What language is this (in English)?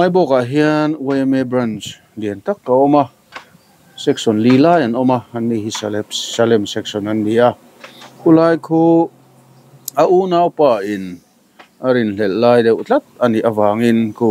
Mizo